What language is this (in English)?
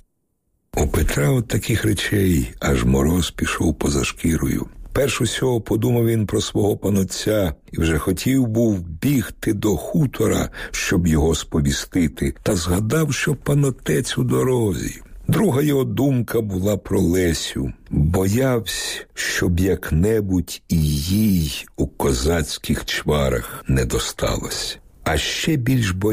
Ukrainian